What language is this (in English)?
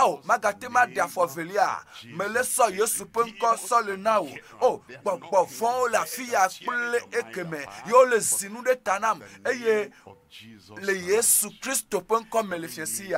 Ewe